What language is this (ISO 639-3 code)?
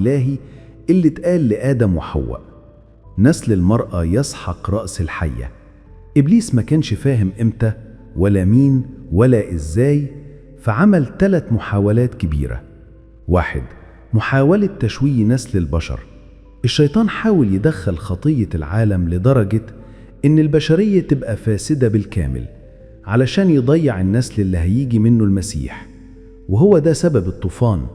arz